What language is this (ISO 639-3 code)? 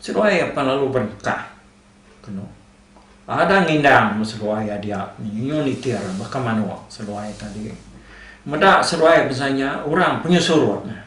iba